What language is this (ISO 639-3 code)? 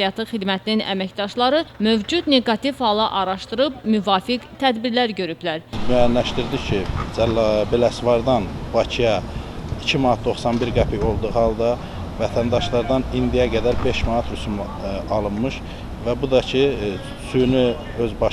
aze